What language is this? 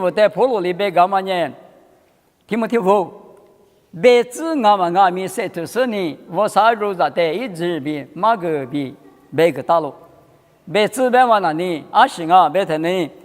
Lisu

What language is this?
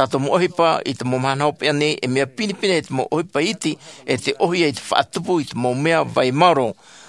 Tahitian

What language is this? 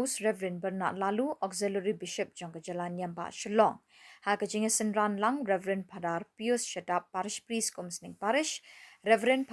Khasi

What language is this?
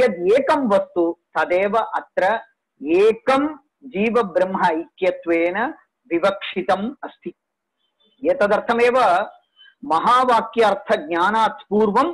Sanskrit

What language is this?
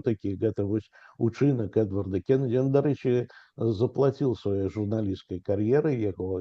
Belarusian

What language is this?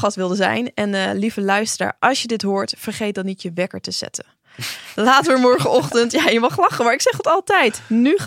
Dutch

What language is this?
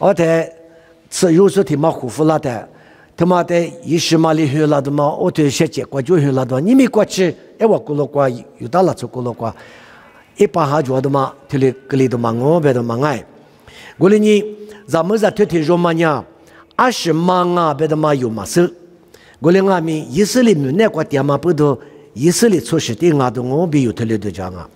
Lisu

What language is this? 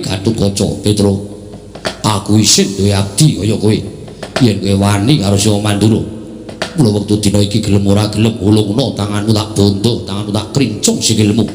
Javanese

